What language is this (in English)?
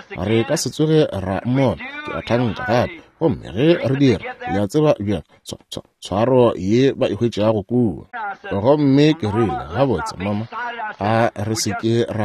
Northern Sotho